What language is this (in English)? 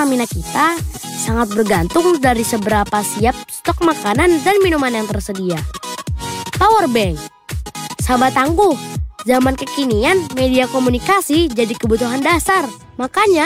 Indonesian